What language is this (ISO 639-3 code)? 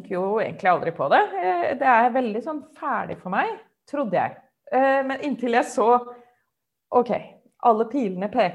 nor